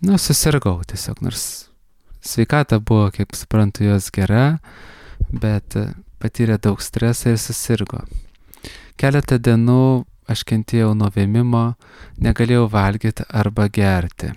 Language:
Lithuanian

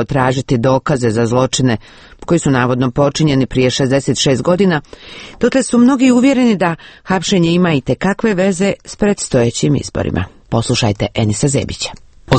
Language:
Croatian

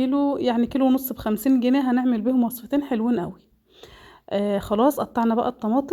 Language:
Egyptian Arabic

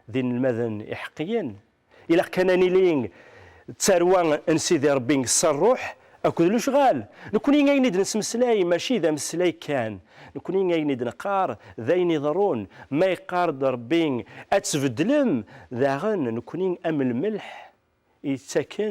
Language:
Kabyle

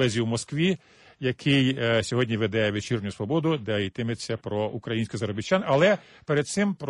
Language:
Ukrainian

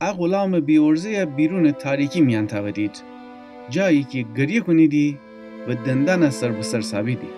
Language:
Gilaki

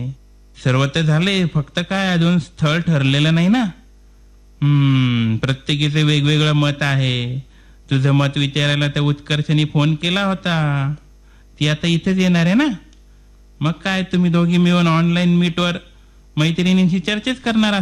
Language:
Marathi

